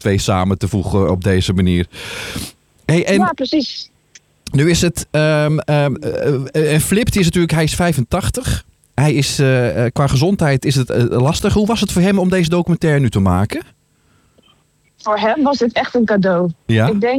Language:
Dutch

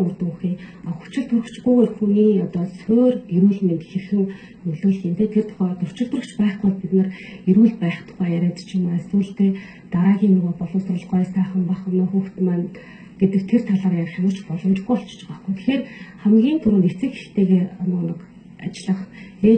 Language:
Mongolian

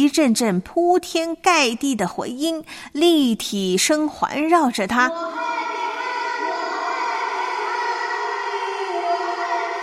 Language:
Chinese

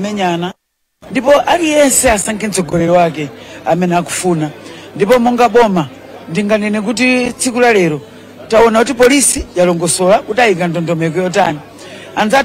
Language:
Nyanja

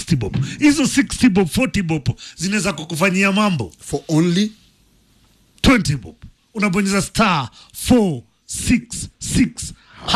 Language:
Swahili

